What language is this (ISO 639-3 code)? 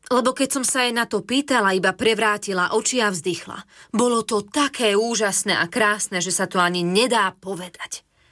slk